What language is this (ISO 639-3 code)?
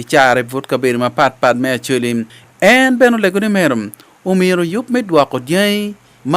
ach